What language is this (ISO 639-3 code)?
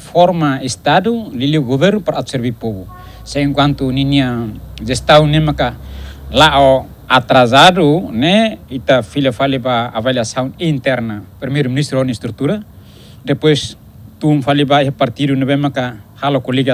tet